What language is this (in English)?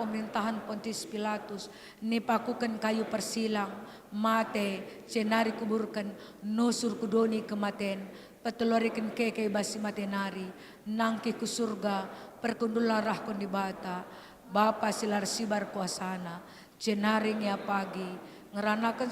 Batak Karo